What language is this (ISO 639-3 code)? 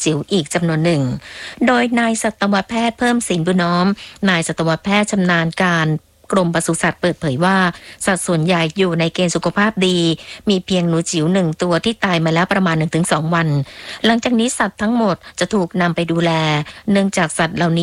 tha